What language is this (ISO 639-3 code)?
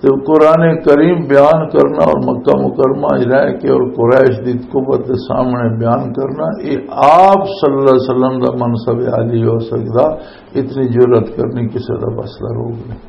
lah